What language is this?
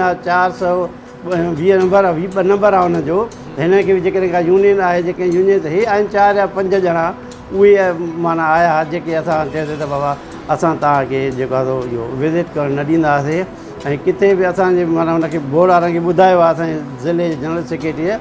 Sindhi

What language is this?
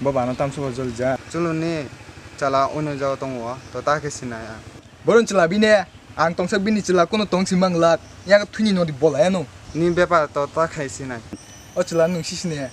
Kok Borok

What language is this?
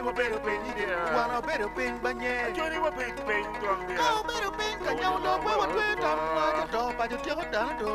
Acoli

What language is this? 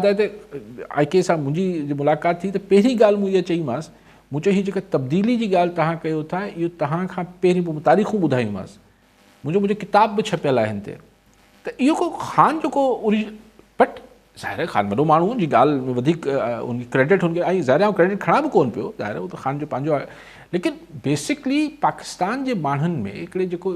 Sindhi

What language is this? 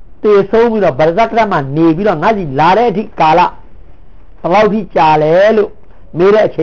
Burmese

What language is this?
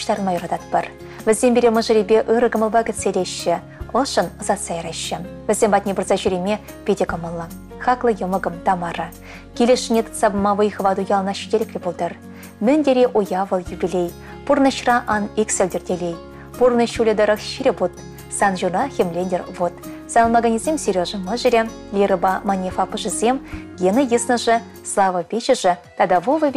Chuvash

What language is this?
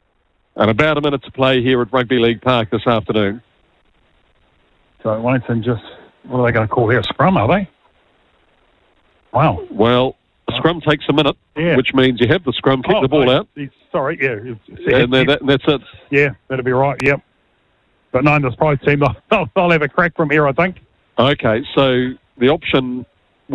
English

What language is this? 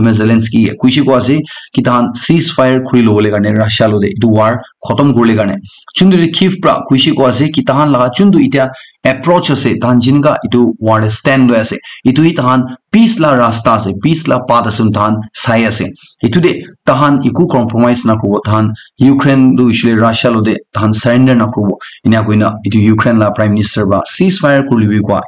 Naga Pidgin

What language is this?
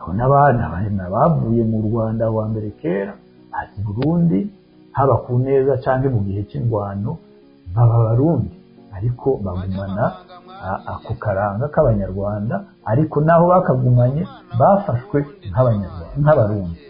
Rundi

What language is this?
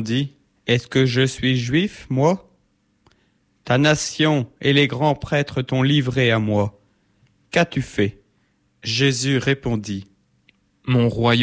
French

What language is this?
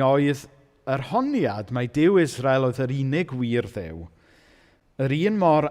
Welsh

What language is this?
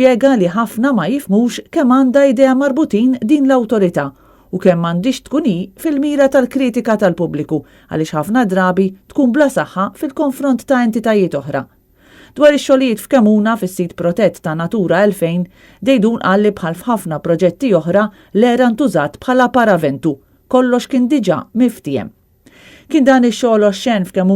Maltese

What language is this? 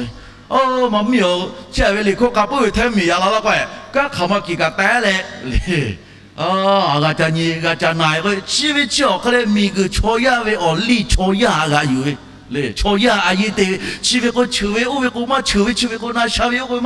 Lahu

